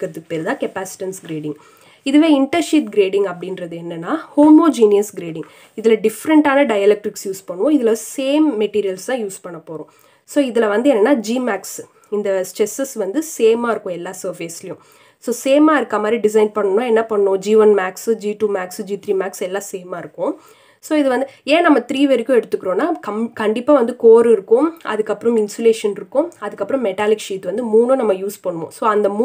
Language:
Tamil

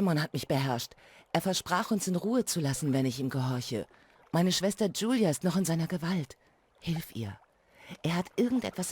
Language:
Bavarian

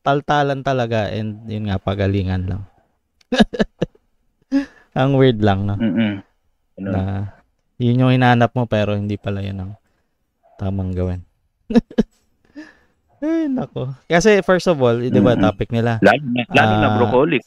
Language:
Filipino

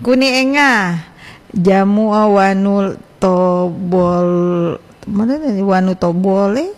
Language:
Gorontalo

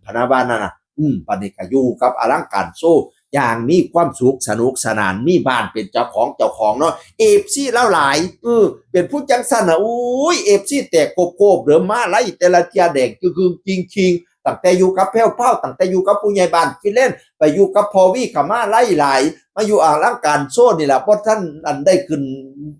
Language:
Northeastern Thai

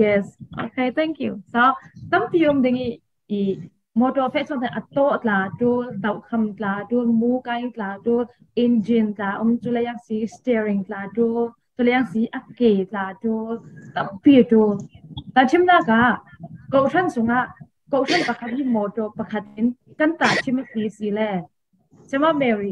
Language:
Falam Chin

